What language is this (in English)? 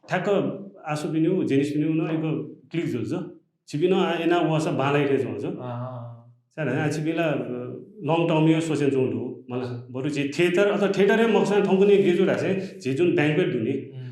Newari